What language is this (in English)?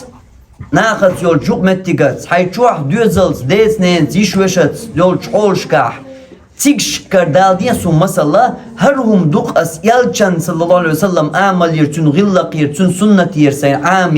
Chechen